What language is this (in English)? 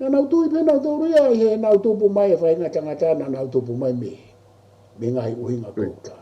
Tongan